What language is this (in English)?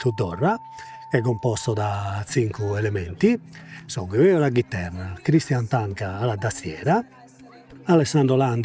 Sardinian